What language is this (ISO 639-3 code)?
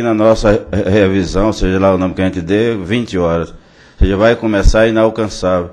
por